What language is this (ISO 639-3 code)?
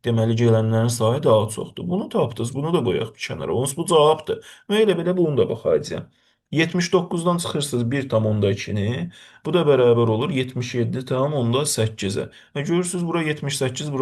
aze